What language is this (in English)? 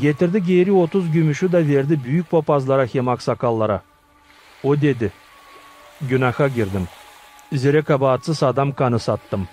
Gagauz